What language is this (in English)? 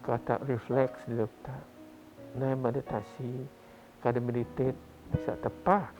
Biatah Bidayuh